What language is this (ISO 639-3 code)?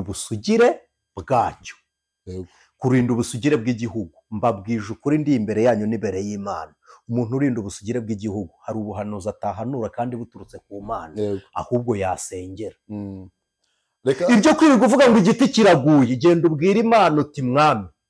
kin